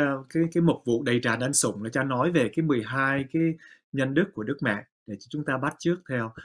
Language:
Vietnamese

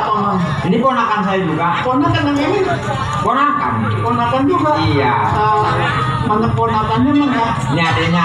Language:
Betawi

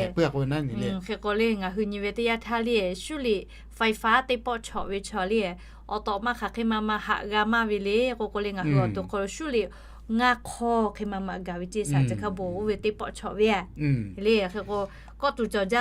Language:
Lahu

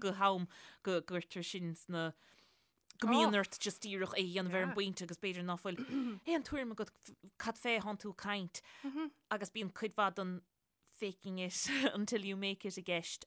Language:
Irish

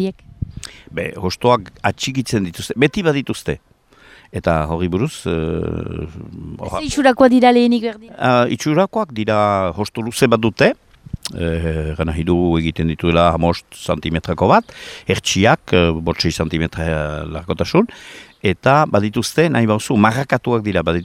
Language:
Basque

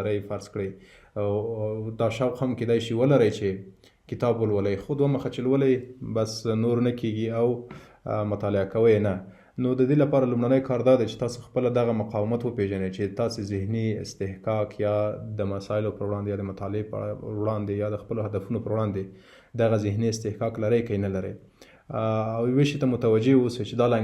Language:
Pashto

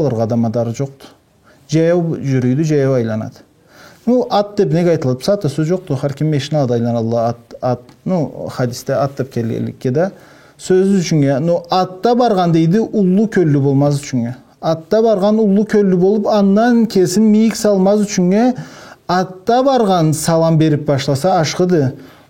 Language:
Karachay-Balkar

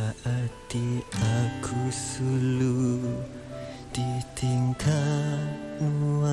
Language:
Iban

